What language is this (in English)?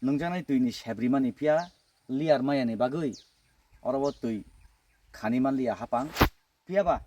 Kok Borok